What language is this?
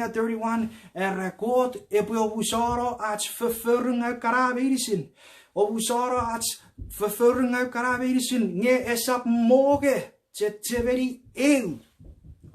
Chuukese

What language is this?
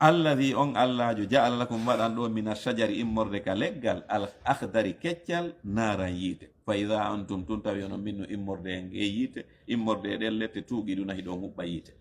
Fula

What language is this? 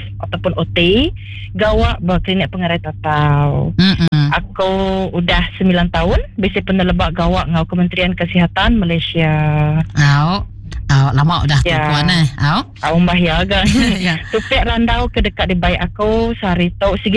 Iban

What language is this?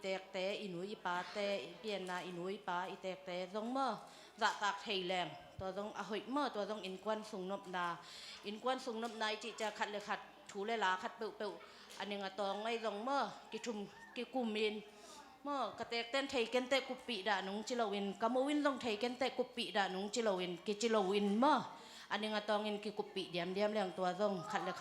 Tedim Chin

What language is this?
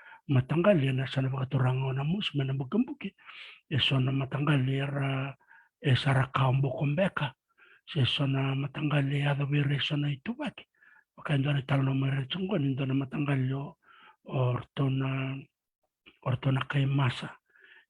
Fijian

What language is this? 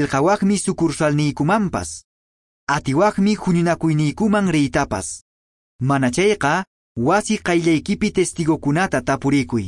Quechua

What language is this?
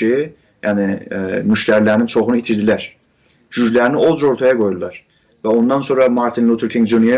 South Azerbaijani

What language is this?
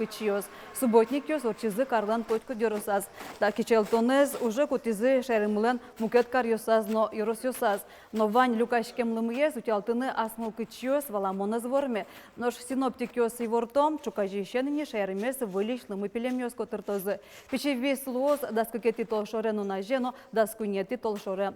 Udmurt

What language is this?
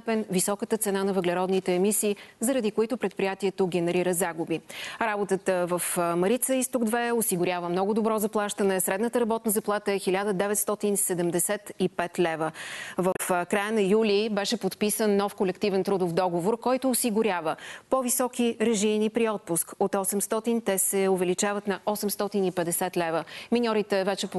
Bulgarian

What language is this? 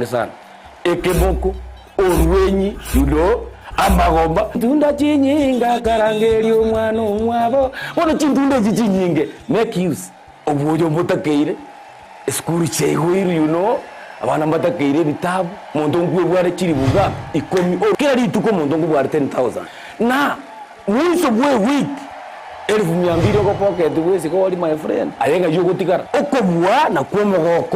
Gusii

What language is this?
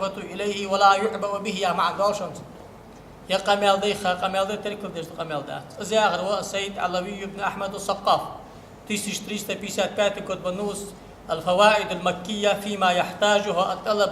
Ingush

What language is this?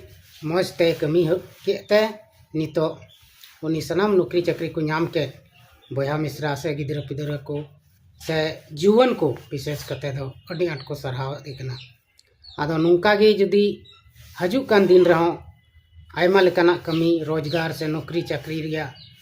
Santali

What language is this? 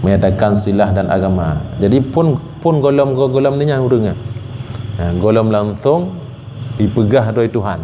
Achinese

